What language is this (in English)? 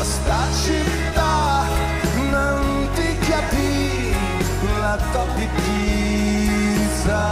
Sicilian